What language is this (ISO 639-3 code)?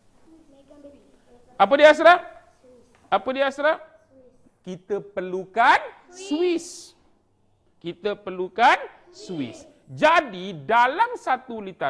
msa